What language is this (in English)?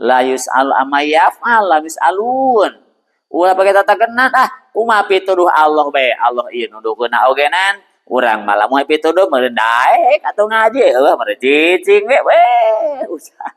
Sundanese